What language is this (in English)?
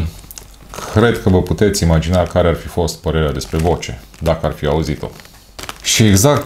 Romanian